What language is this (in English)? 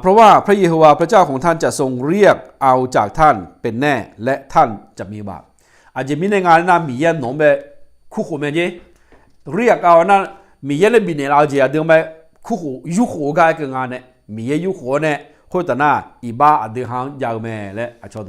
Akha